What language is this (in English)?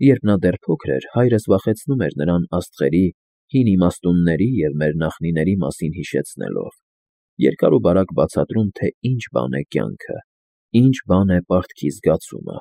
Armenian